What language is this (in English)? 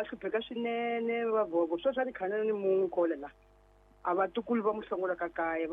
Tsonga